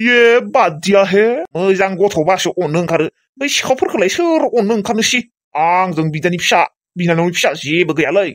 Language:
Bodo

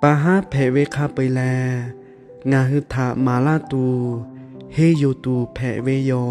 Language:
Lahu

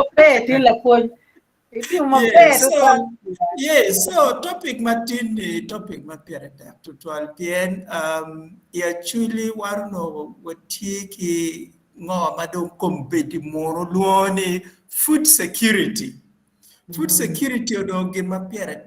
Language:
Acoli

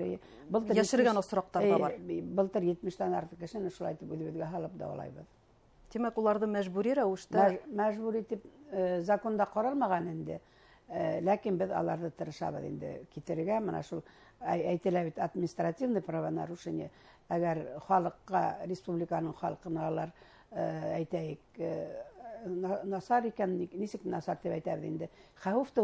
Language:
Bashkir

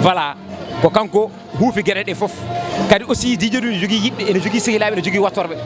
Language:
Fula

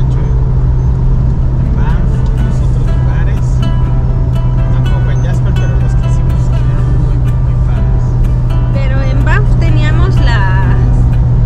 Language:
Spanish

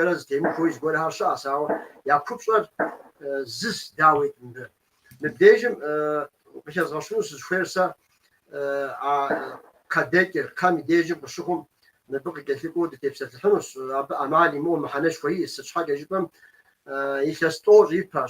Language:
Kabardian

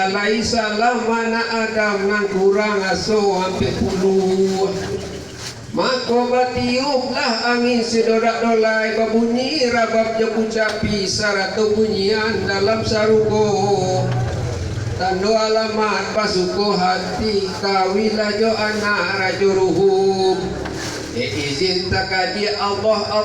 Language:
Minangkabau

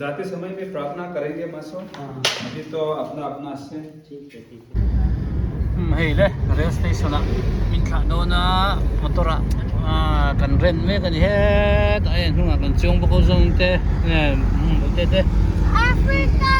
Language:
Hmar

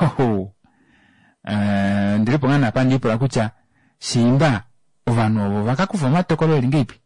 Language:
Kuanyama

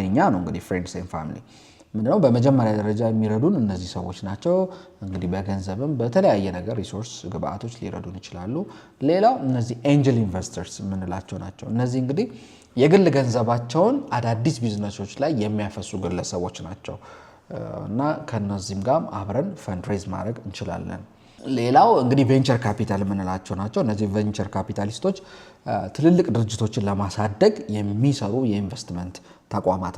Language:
Amharic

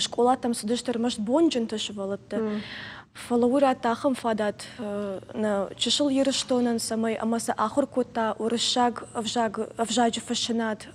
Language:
Ossetic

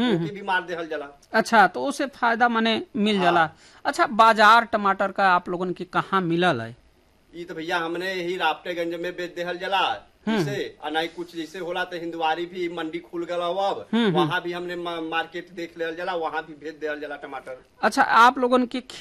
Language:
Bhojpuri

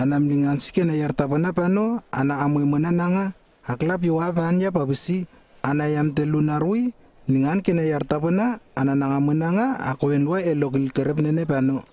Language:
Lewo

